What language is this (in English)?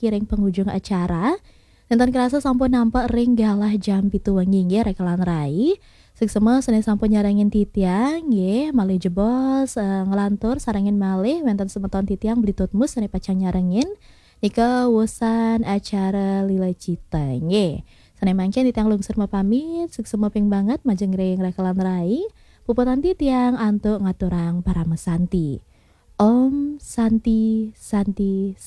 Balinese